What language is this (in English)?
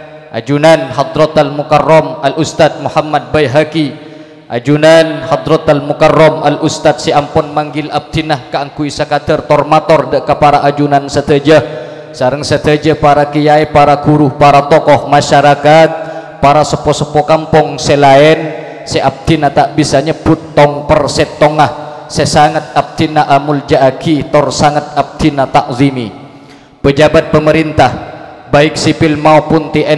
Madurese